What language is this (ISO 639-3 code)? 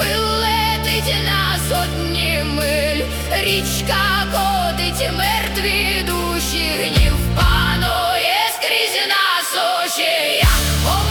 ukr